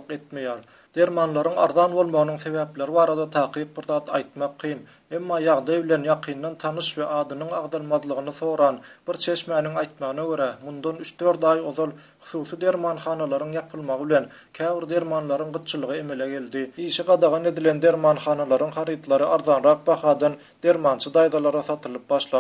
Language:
Turkmen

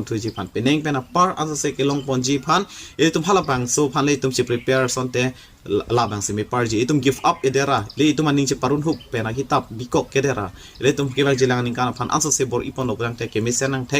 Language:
Karbi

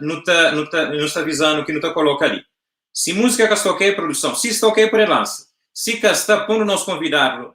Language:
Kabuverdianu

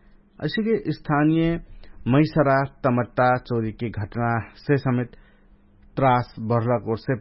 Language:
Dangaura Tharu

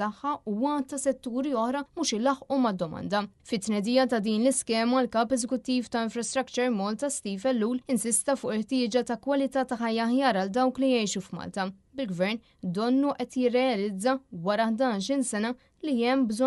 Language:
Maltese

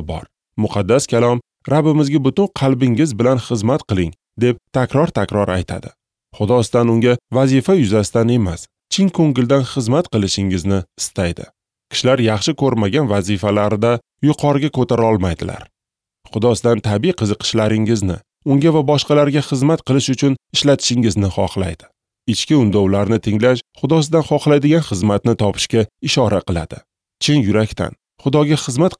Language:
Uzbek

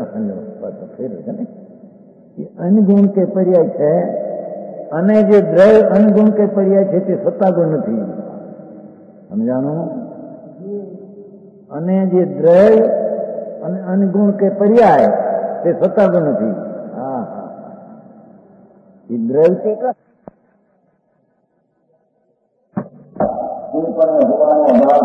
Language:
Gujarati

